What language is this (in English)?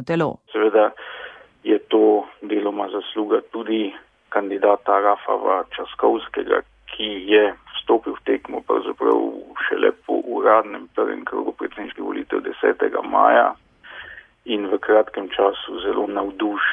Slovenian